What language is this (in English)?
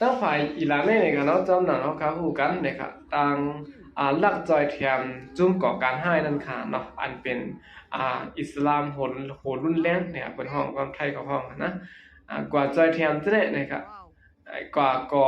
Shan